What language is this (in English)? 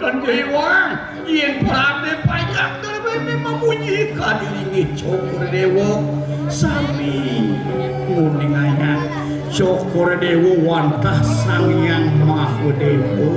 Balinese